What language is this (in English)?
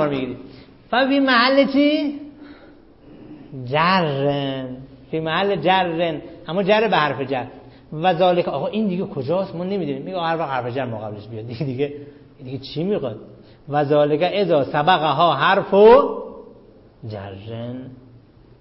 Persian